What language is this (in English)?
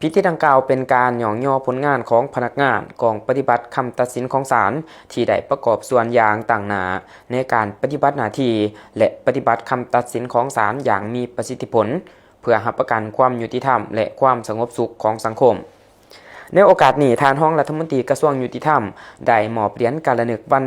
Lao